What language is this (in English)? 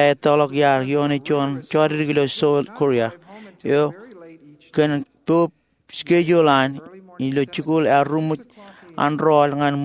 Marshallese